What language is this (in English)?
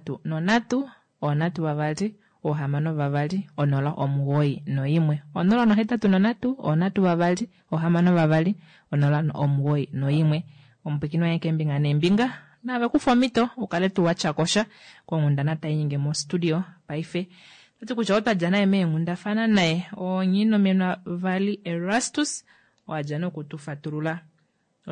Kuanyama